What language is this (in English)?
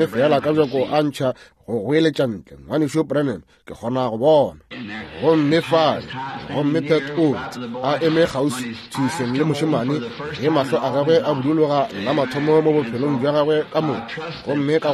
Northern Sotho